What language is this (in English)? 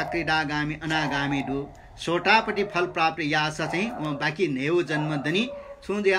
Newari